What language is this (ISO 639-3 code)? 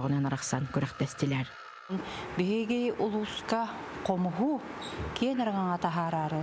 sah